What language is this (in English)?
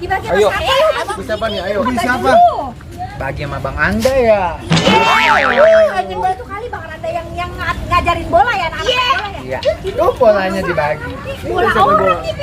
Betawi